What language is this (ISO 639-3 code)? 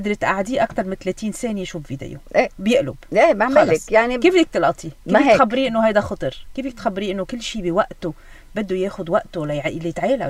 apc